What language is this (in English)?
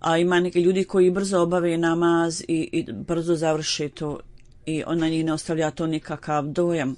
Bosnian